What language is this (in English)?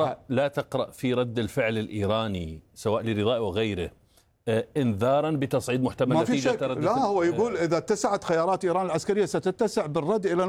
Arabic